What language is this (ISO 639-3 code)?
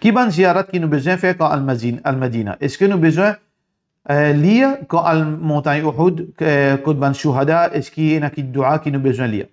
mfe